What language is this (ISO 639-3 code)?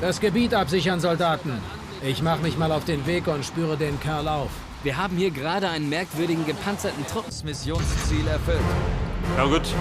bar